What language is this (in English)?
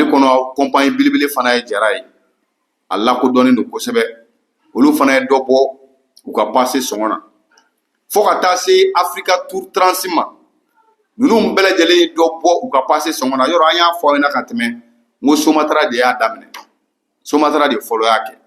Bambara